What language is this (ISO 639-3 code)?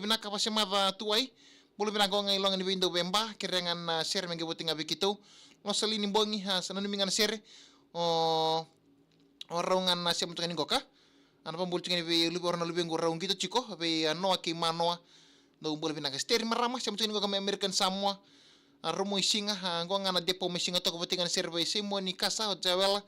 fij